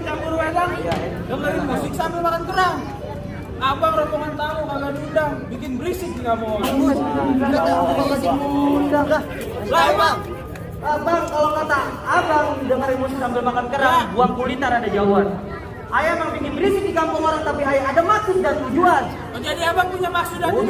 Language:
Betawi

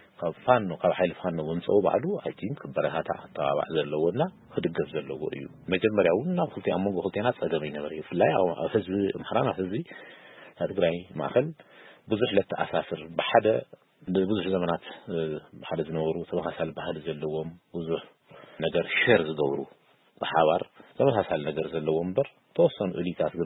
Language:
Tigrinya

